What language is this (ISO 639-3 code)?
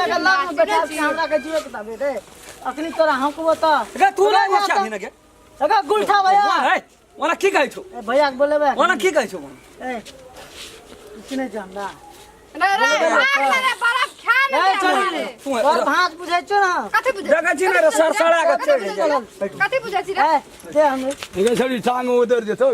mai